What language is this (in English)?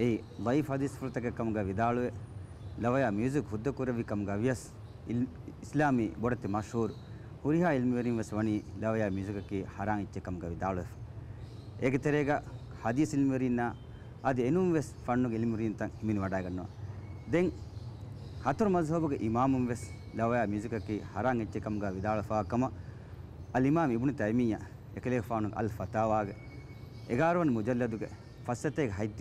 Divehi